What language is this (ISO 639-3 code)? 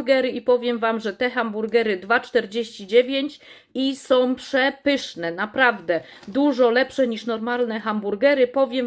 pol